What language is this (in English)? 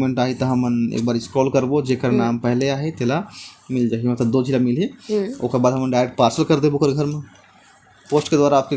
Chhattisgarhi